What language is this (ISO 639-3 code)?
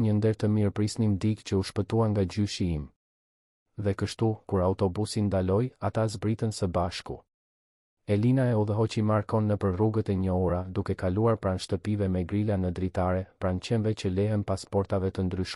sqi